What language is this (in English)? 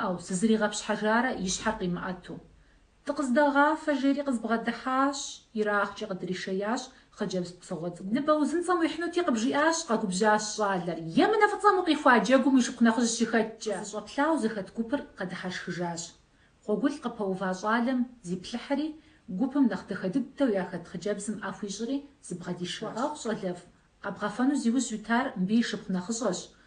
Kabardian